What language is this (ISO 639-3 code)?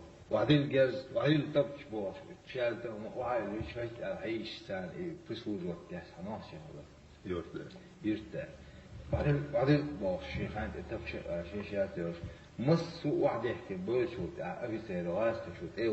che